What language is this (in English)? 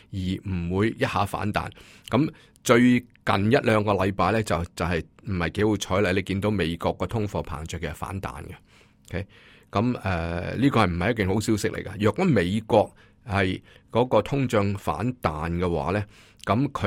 Cantonese